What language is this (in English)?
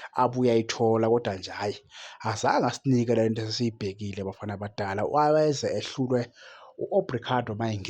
Zulu